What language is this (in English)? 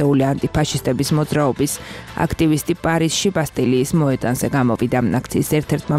Georgian